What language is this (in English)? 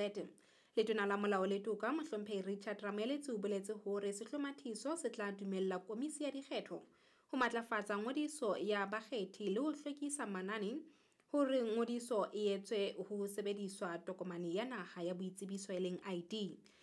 Southern Sotho